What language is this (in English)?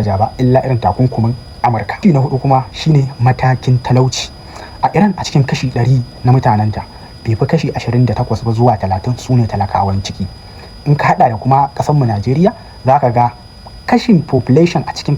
Hausa